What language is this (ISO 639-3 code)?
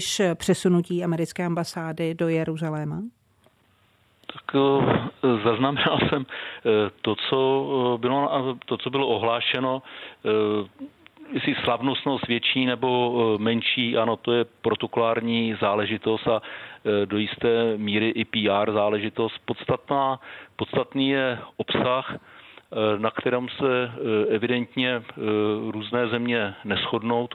ces